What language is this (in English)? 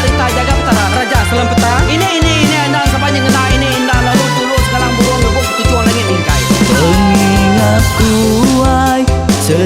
Iban